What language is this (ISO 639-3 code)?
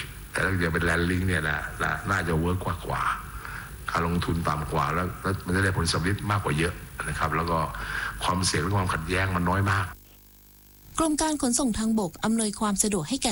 tha